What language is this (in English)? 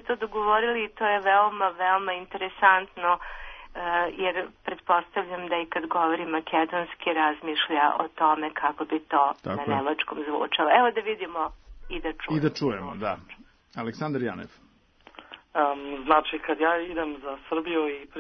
Serbian